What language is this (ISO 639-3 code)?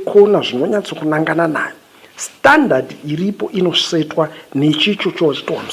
sna